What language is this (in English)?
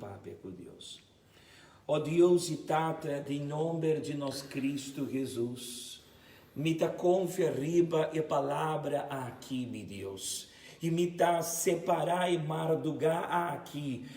Papiamento